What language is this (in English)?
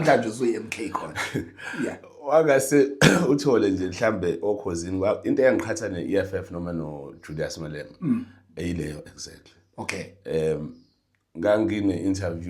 Zulu